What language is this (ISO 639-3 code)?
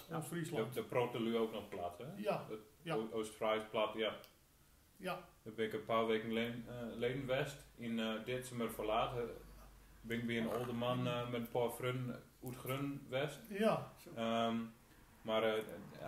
gos